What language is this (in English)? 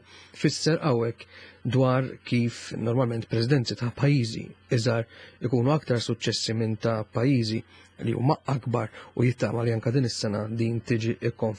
Maltese